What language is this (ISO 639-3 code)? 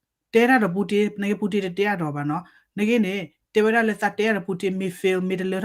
ksw